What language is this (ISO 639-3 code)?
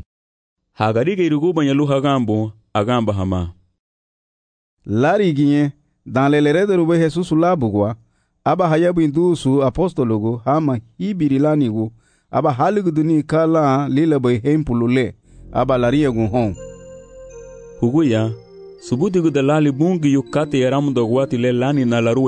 cab